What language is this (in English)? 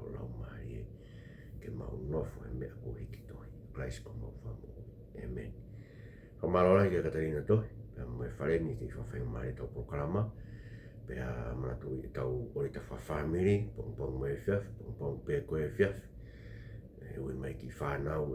Tongan